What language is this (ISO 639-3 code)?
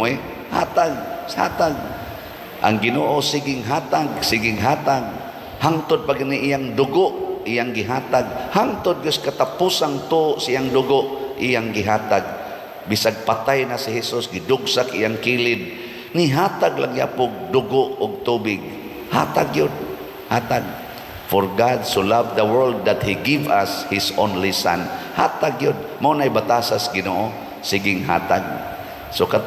ceb